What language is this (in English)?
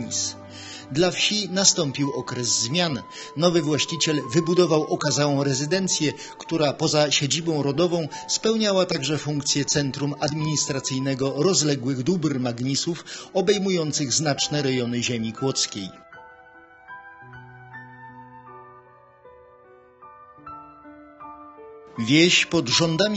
Polish